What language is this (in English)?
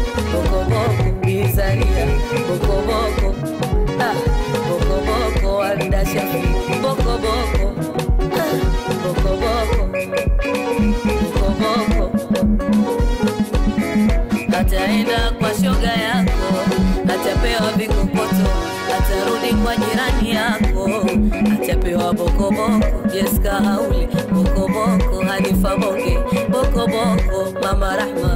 Swahili